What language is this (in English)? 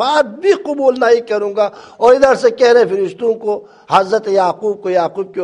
Urdu